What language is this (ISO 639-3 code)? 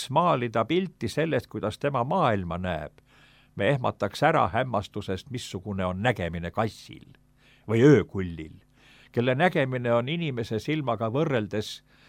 est